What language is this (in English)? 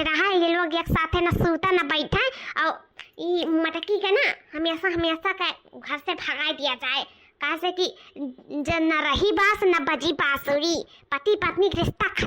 Awadhi